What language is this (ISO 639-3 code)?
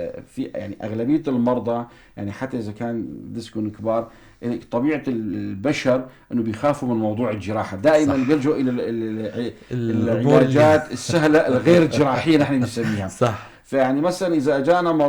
apc